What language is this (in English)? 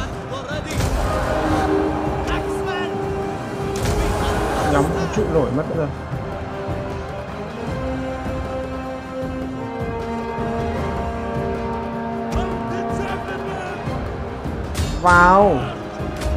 Vietnamese